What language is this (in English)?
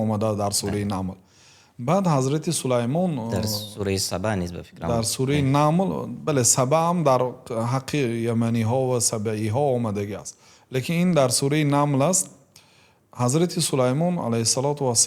Tajik